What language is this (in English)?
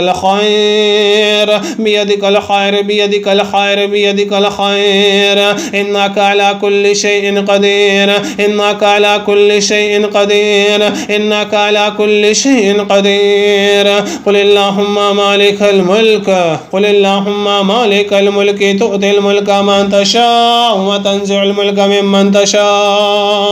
Arabic